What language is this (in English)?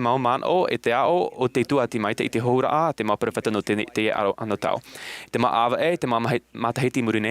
Tahitian